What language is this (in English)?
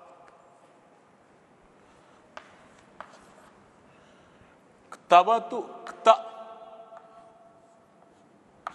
Kannada